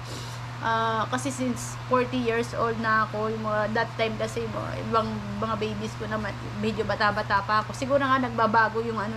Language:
Filipino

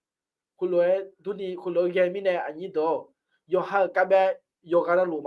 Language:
Akha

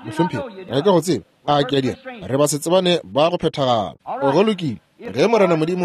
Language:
Northern Sotho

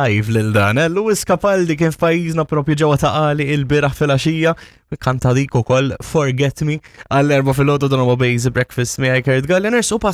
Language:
Maltese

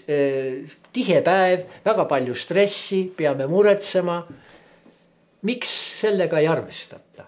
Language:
Estonian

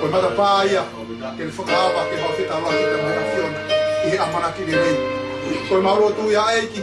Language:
Tongan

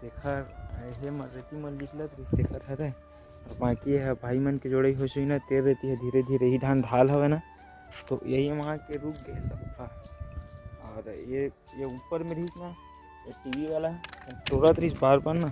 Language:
Chhattisgarhi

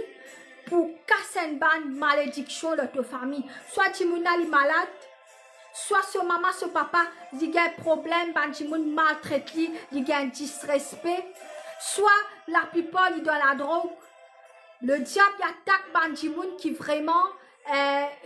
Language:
Morisyen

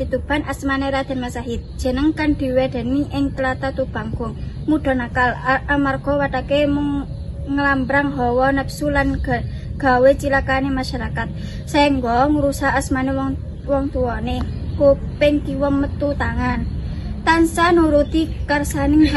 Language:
Javanese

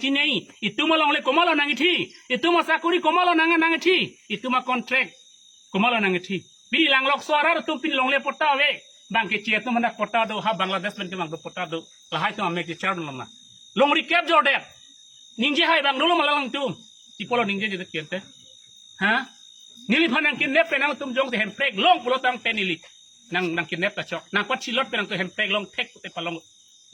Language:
Karbi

